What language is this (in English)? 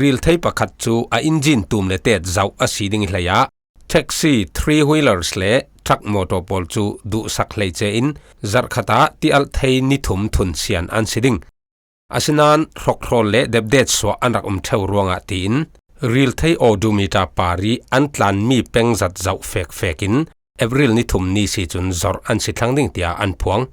Falam Chin